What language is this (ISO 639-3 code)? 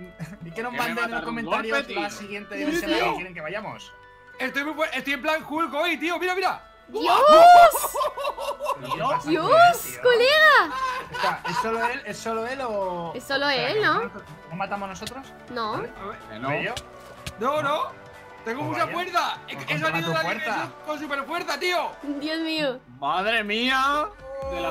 spa